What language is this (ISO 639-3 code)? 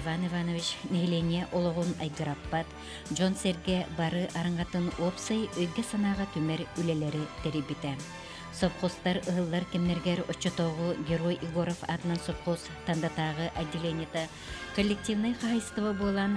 sah